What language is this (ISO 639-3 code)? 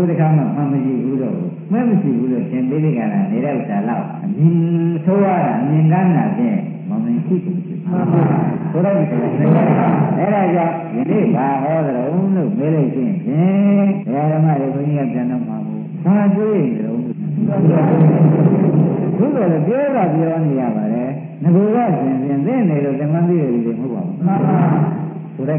mya